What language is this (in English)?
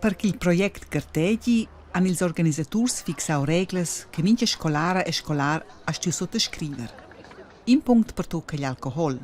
Romansh